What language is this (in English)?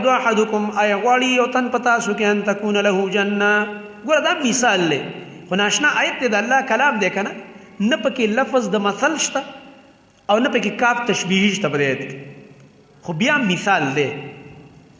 Pashto